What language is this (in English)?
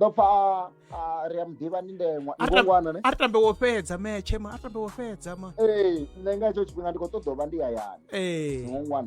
Venda